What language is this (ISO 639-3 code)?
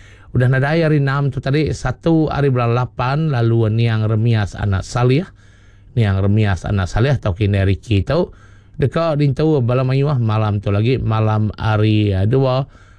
iba